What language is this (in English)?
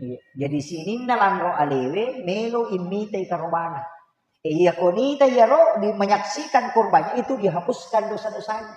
Buginese